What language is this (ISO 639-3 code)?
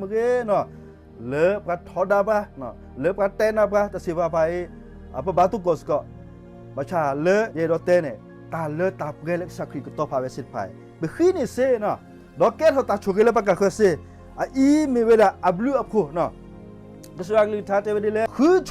ksw